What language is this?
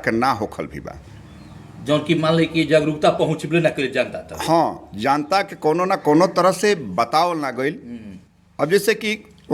Bhojpuri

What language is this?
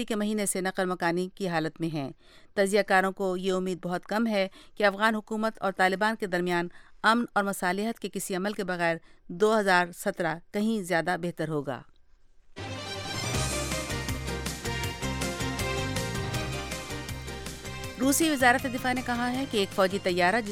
Urdu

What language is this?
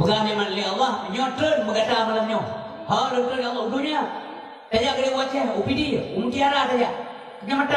Achinese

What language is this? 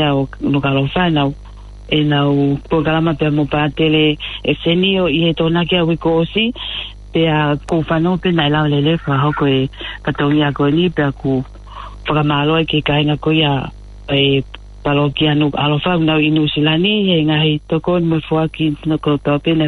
Tongan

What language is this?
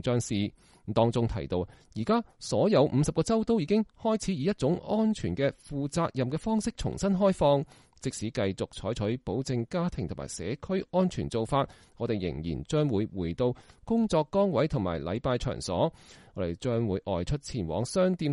Cantonese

